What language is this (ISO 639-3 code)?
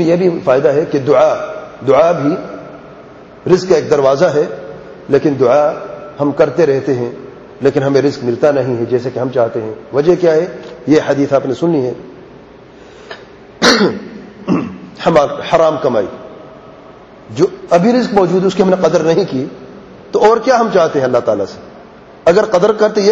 urd